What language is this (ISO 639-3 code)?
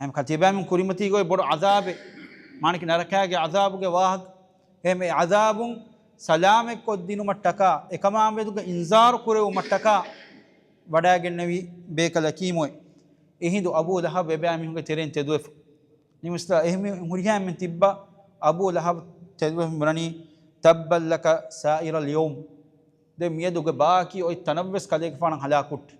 div